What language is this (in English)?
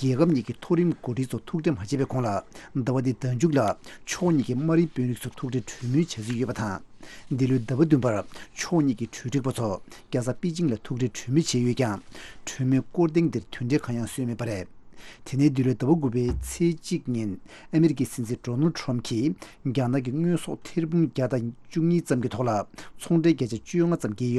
Tibetan